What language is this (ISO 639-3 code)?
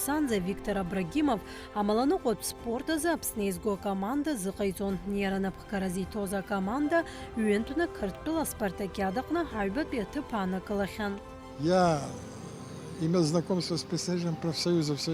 abk